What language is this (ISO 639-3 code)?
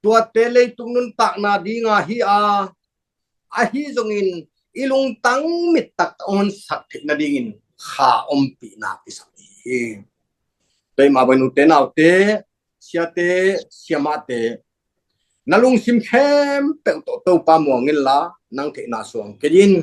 ctd